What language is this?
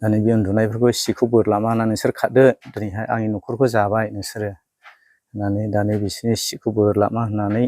Bodo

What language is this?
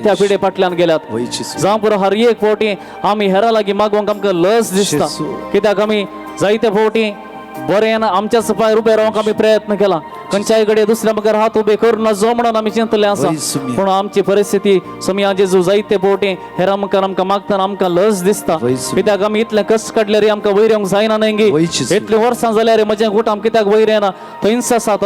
Konkani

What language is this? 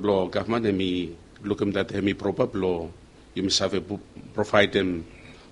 Bislama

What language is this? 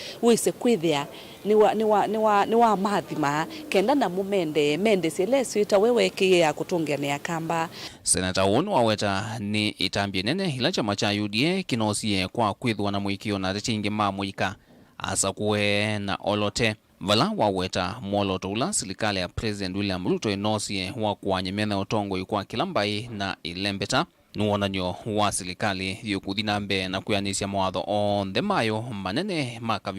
Kamba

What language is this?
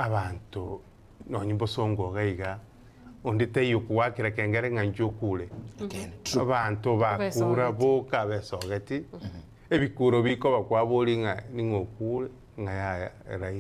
Gusii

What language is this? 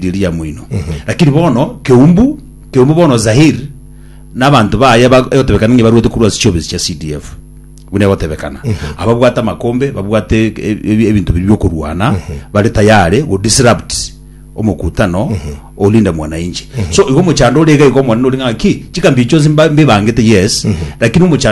Gusii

